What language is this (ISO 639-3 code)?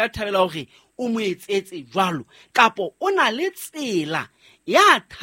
sot